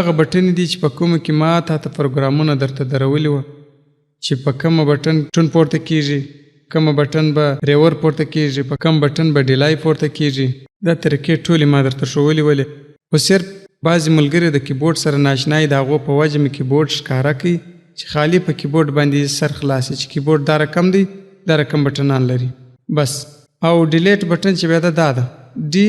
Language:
Pashto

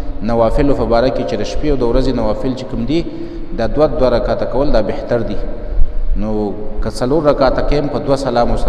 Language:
Pashto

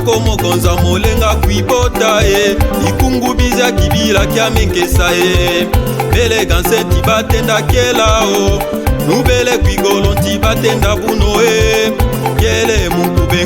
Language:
Lega-Shabunda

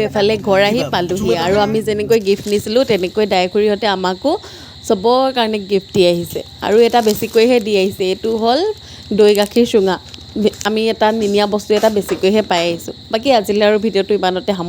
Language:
Assamese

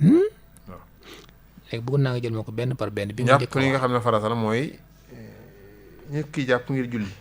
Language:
Wolof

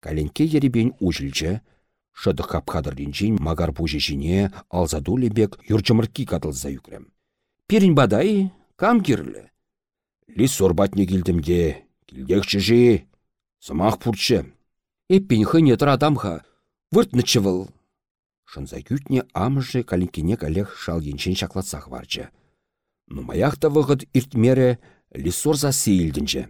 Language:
Chuvash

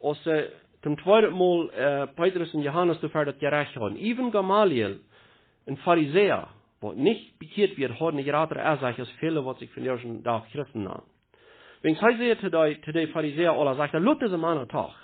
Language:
Plautdietsch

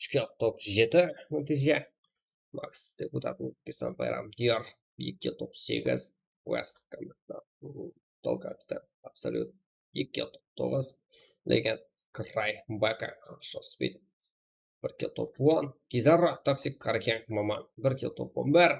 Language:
Kara-Kalpak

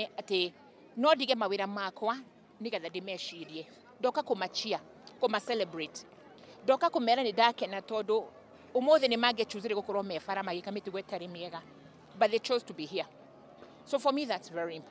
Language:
Kikuyu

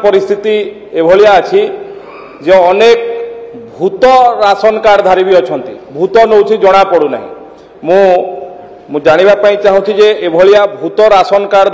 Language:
Odia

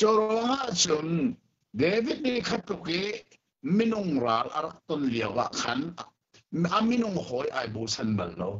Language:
Hakha Chin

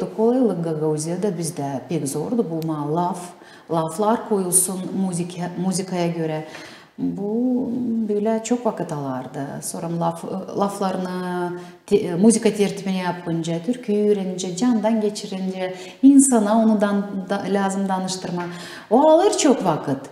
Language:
Gagauz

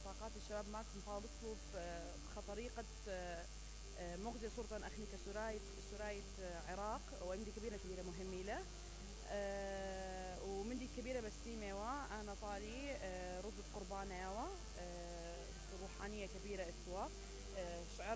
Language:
Mesopotamian Arabic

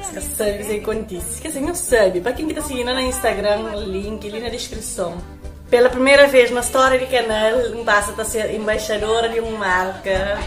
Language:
Kabuverdianu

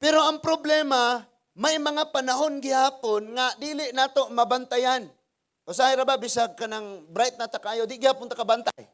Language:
Cebuano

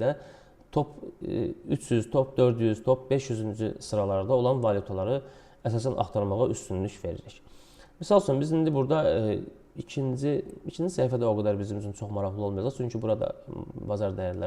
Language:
Azerbaijani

